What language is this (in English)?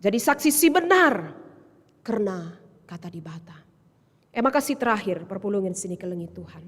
Batak Karo